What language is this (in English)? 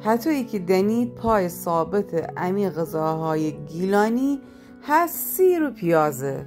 Gilaki